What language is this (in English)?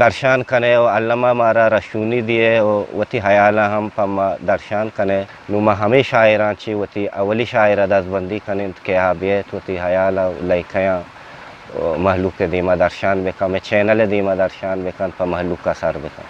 Eastern Balochi